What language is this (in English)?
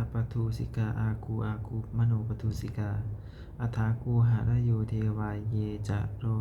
Pali